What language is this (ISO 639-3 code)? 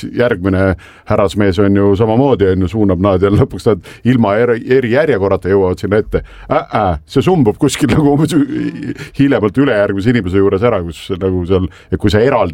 est